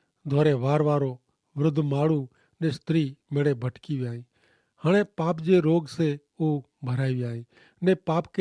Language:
Kachhi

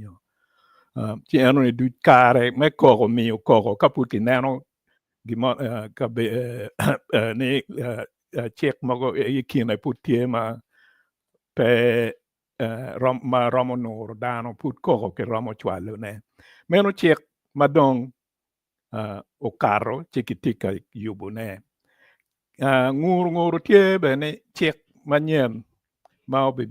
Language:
Acoli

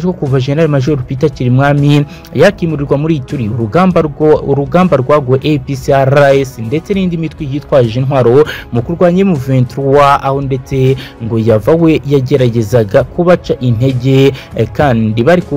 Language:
Kinyarwanda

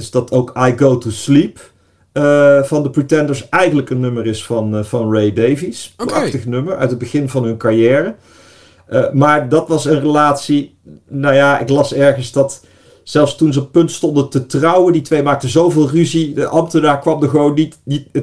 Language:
Dutch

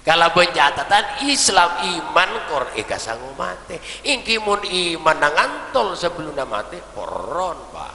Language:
Madurese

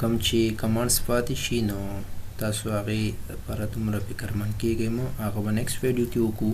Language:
Pashto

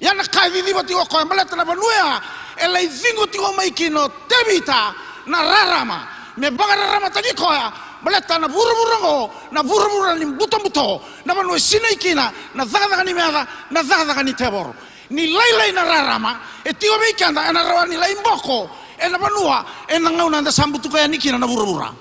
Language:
Fijian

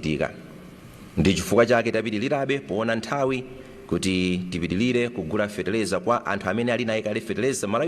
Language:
Nyanja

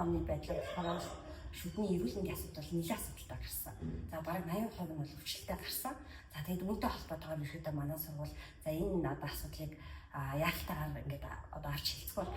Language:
Mongolian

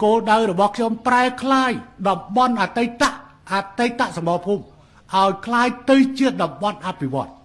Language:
Khmer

